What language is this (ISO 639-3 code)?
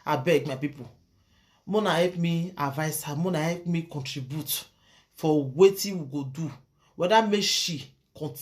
pcm